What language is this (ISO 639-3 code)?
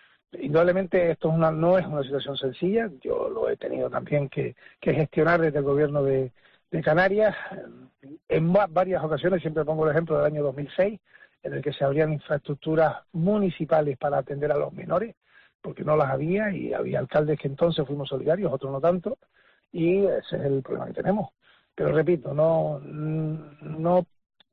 spa